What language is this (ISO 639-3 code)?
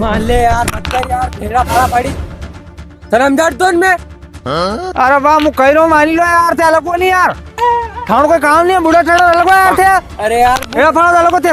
raj